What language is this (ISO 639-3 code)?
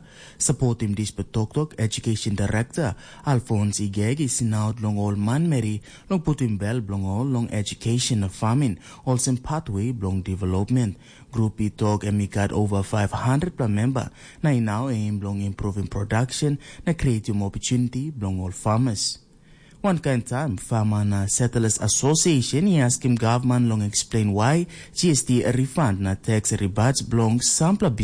tpi